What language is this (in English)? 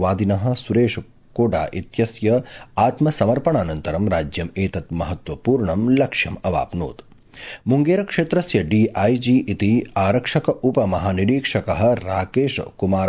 Sanskrit